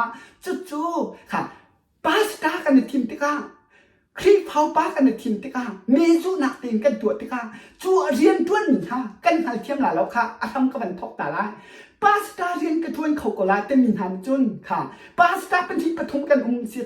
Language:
Hakha Chin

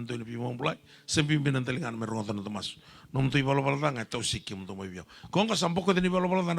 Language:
Fijian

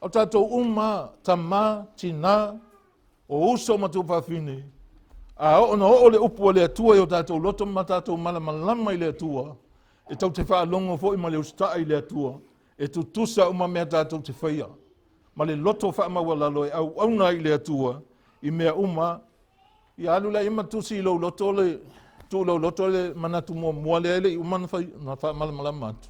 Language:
Samoan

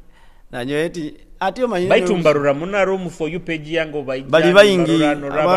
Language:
Nyoro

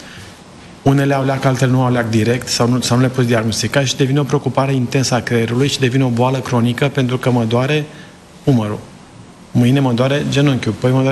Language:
Romanian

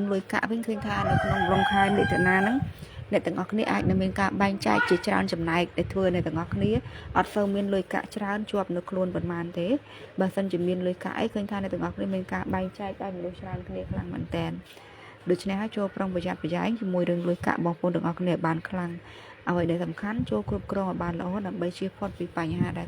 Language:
Khmer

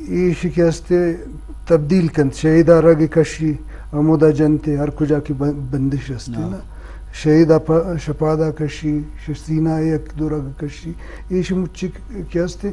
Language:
Eastern Balochi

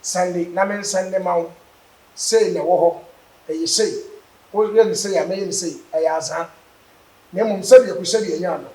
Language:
Akan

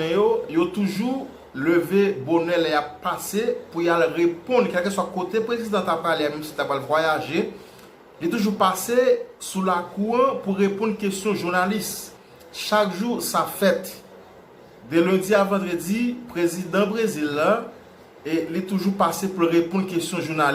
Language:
Haitian Creole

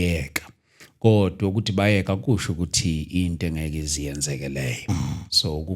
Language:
Zulu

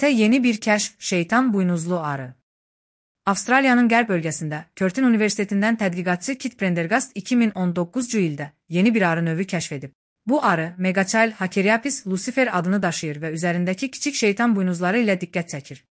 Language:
Azerbaijani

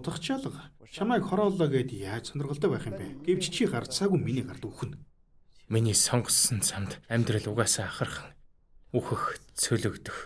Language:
Mongolian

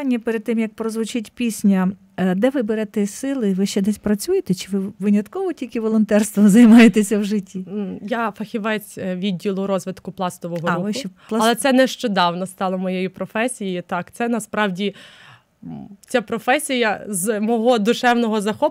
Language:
Ukrainian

